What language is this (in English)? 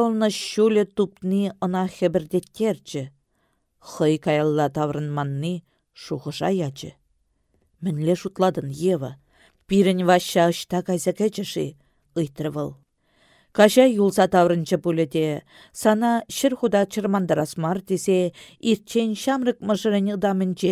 Chuvash